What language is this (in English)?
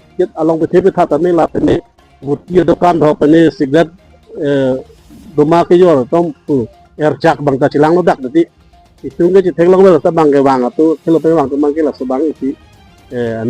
Karbi